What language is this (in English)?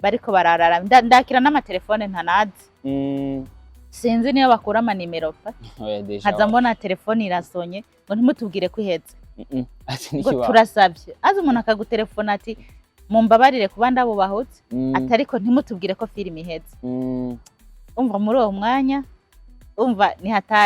Rundi